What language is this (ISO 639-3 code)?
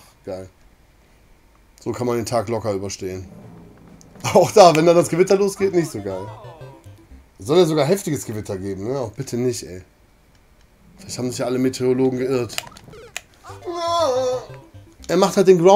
deu